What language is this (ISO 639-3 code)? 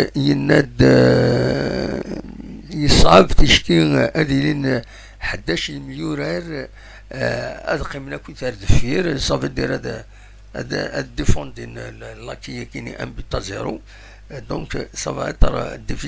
kab